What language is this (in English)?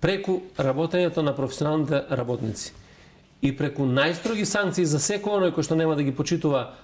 Macedonian